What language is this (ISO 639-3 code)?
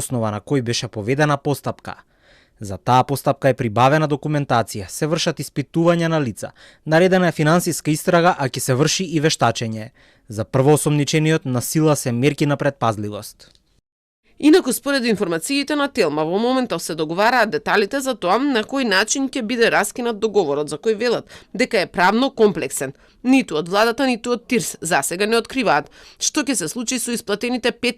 mkd